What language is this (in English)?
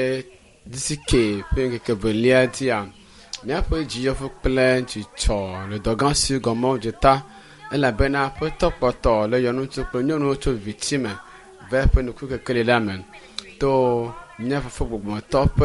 Ewe